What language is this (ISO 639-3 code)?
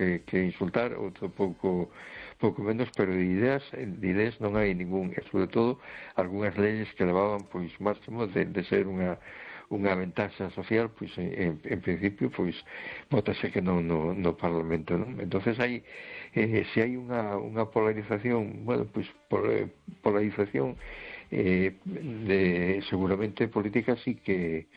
glg